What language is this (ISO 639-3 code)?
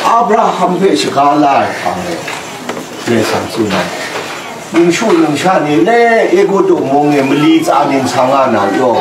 kac